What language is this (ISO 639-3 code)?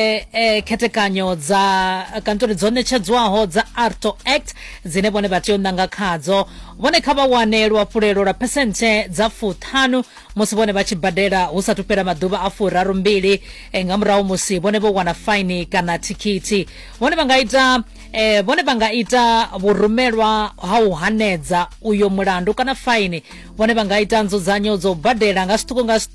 ven